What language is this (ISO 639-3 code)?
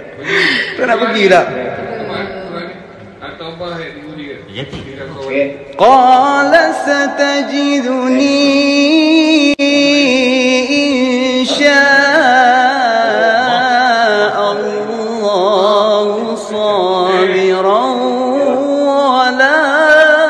msa